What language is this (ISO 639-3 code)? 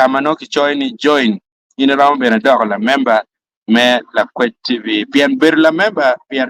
ach